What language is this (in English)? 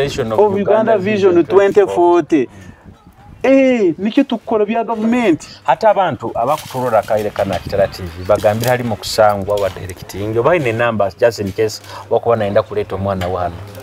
Nyoro